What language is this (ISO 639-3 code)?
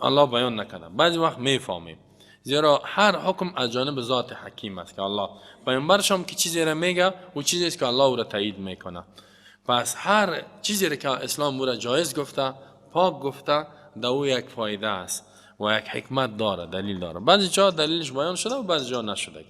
fas